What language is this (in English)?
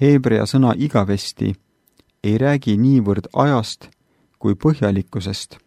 Estonian